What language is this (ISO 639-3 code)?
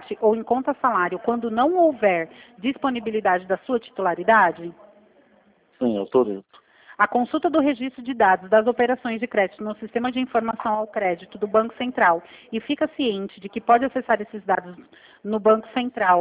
por